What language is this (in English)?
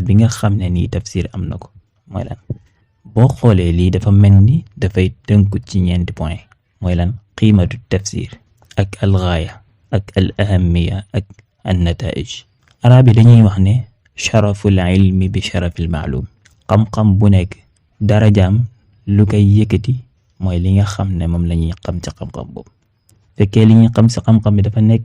Wolof